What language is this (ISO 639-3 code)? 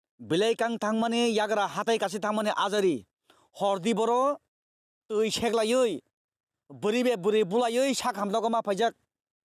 trp